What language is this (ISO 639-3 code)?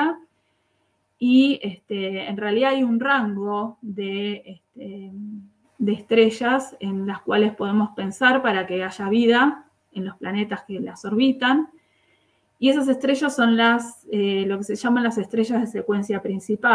spa